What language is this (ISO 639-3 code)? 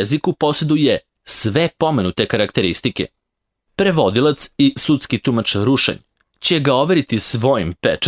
srp